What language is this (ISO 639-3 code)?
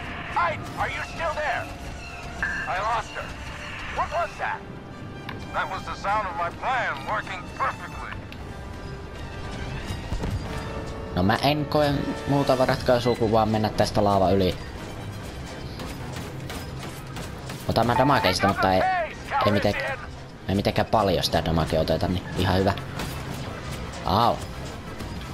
fin